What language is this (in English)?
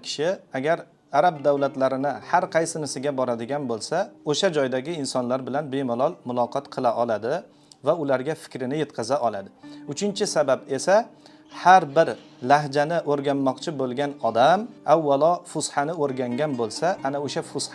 Uzbek